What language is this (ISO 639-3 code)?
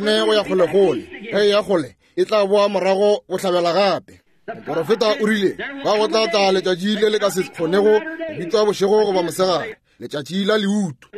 nso